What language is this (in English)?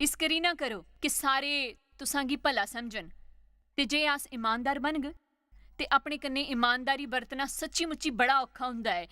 Dogri